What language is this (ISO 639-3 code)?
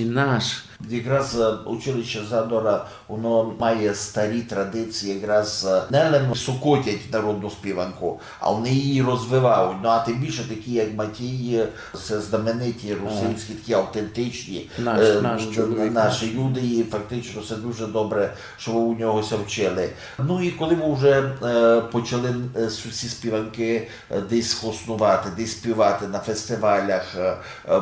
rue